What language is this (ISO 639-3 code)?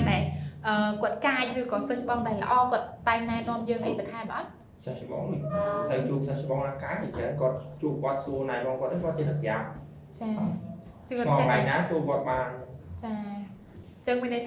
khm